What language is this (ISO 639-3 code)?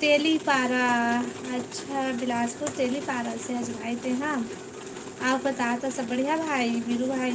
hne